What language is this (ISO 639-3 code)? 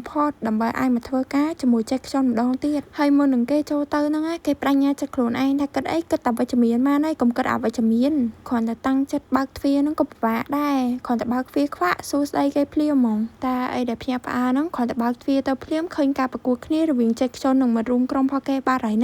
khm